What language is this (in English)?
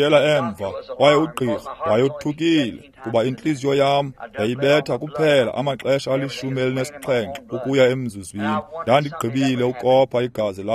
Xhosa